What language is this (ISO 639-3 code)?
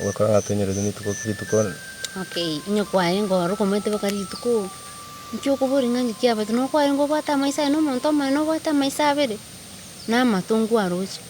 guz